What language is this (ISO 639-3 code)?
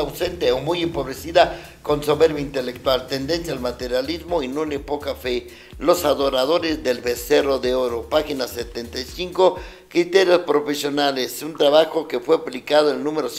spa